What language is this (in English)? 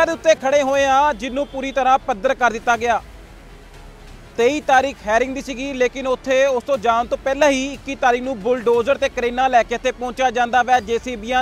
Punjabi